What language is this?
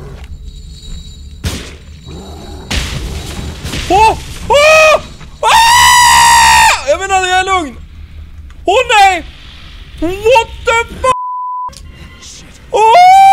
Swedish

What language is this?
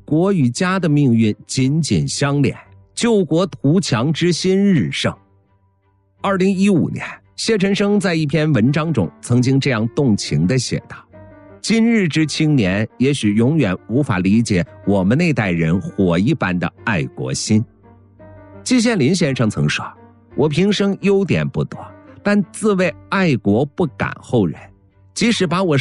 Chinese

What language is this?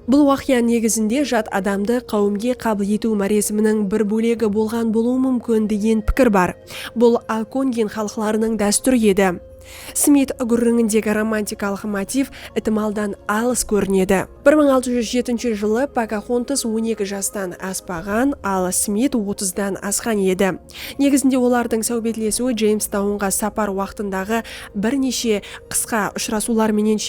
Kara-Kalpak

